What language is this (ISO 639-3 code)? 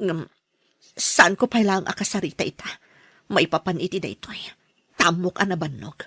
ilo